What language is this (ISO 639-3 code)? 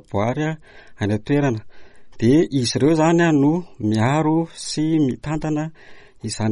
mlg